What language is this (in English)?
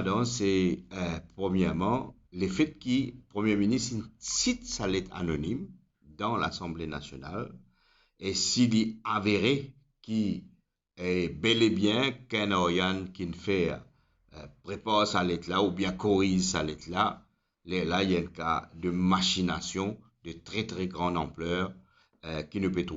Morisyen